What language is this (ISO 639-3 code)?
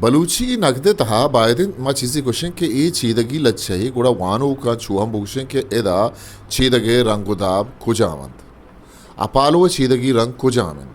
bgp